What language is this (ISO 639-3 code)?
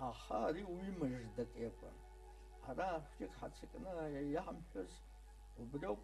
abk